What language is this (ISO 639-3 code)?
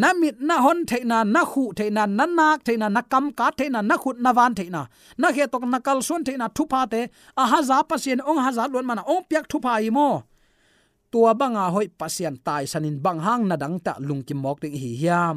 ctd